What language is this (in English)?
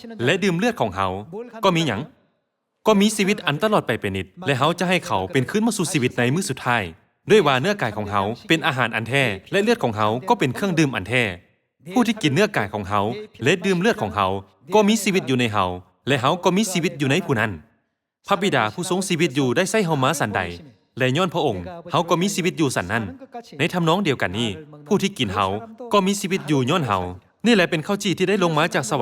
Lao